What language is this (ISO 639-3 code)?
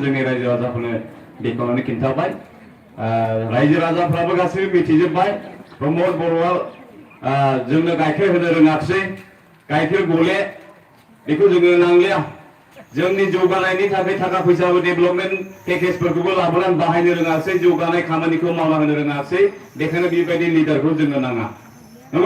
brx